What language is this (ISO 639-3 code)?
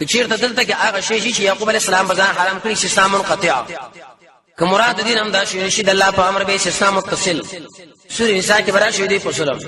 pus